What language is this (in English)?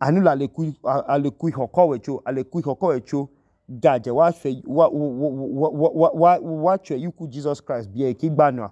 Idoma